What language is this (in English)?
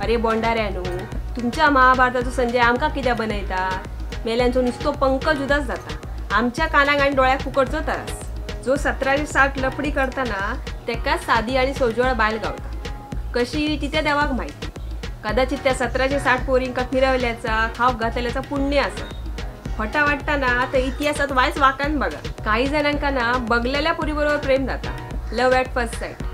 Konkani